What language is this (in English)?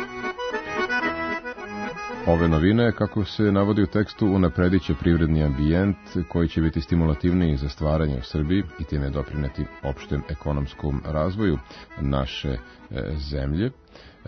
Serbian